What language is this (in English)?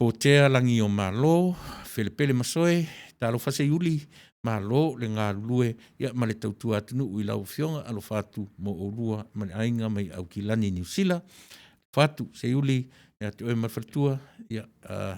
Samoan